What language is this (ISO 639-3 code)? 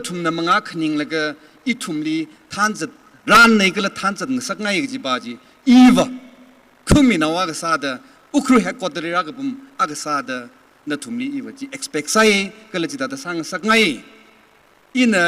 nmf